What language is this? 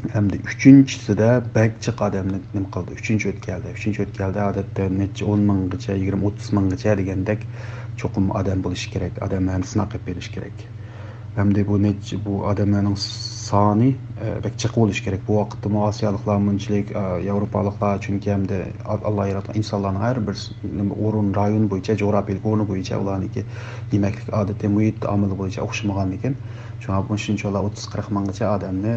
Uyghur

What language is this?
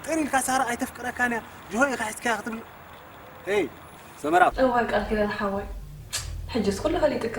Tigrinya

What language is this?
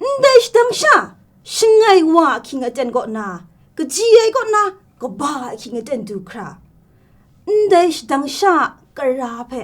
Kachin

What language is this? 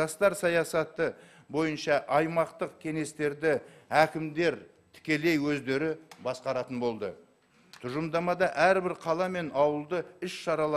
Kazakh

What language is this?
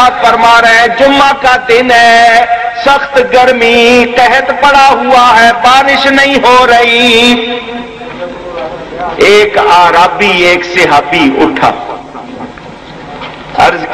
Urdu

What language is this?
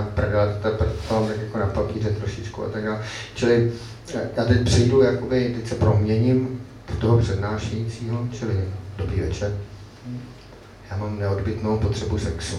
Czech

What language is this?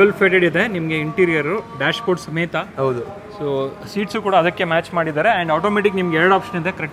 Kannada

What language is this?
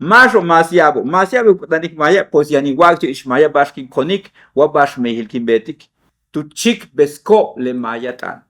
Yucateco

